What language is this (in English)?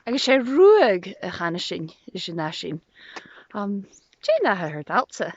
Scottish Gaelic